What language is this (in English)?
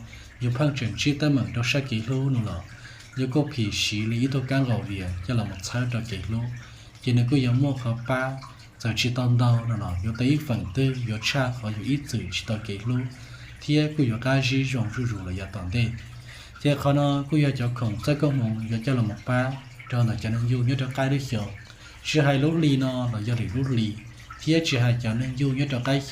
Hmong